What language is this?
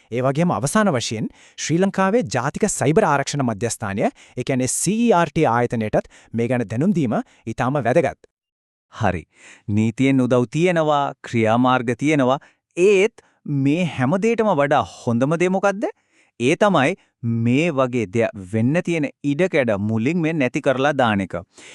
Sinhala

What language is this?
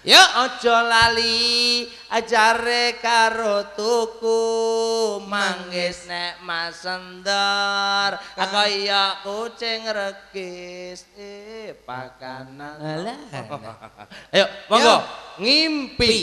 Javanese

